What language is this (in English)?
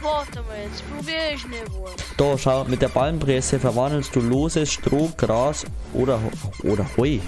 Bavarian